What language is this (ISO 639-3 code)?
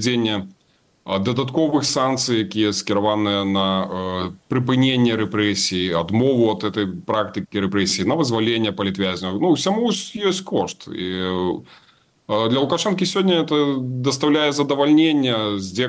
bel